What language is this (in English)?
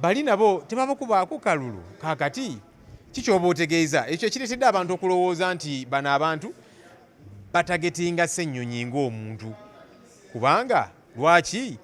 Ganda